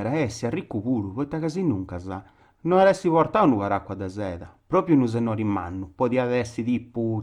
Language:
Sardinian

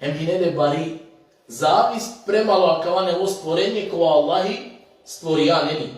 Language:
Balkan Romani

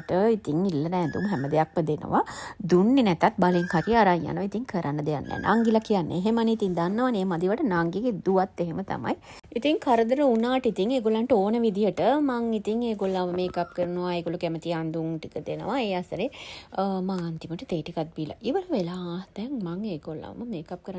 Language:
Sinhala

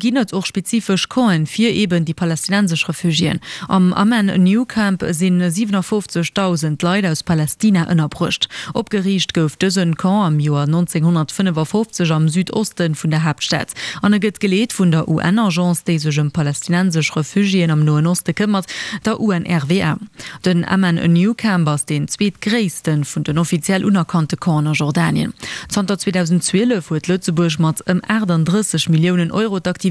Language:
Luxembourgish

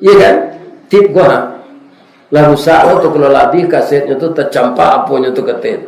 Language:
Minangkabau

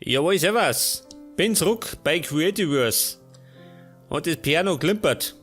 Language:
Bavarian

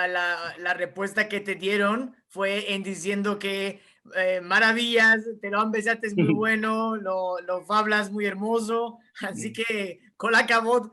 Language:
Ladino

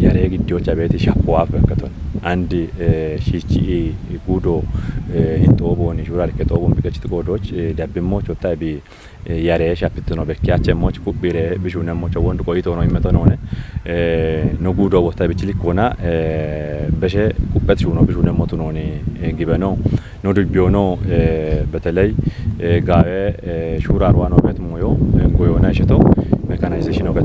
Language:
Kafa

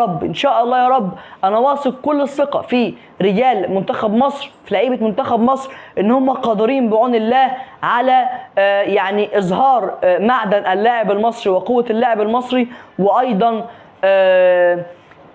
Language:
Egyptian Arabic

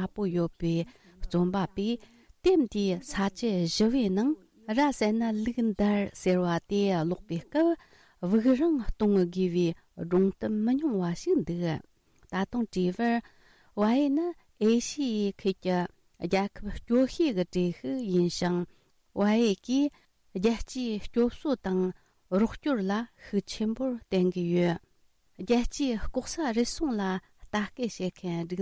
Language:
Tibetan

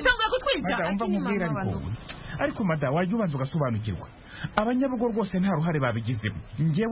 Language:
Kinyarwanda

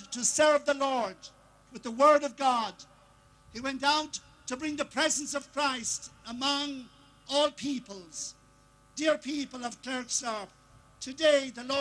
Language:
Tswana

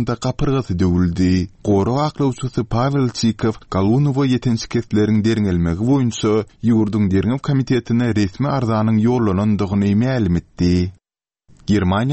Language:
Turkmen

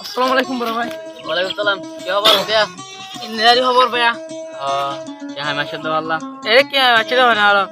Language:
Rohingya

